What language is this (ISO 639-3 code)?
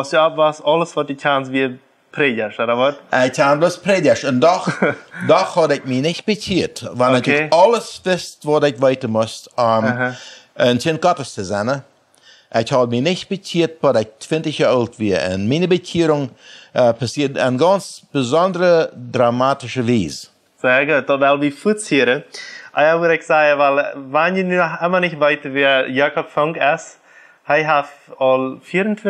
pdt